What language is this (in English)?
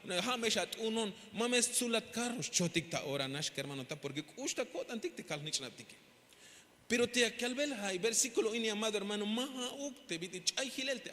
Tzeltal